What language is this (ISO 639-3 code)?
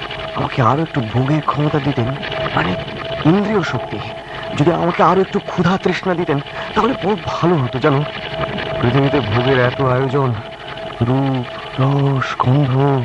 ben